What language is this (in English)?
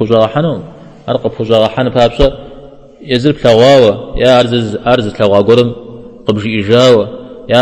Kabardian